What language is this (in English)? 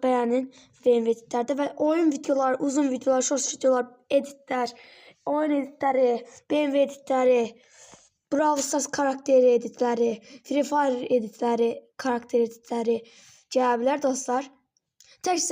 Azerbaijani